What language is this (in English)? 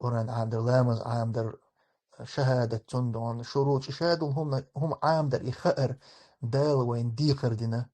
Chechen